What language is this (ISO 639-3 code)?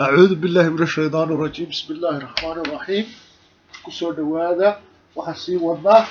som